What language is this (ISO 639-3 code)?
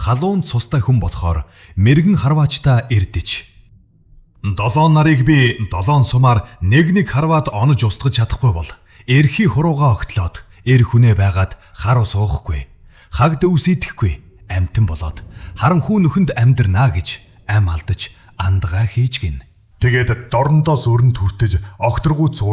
mon